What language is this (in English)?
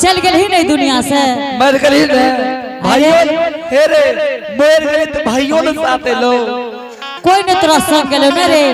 Angika